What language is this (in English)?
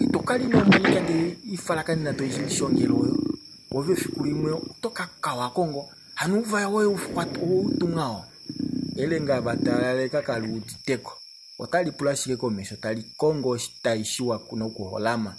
Kuanyama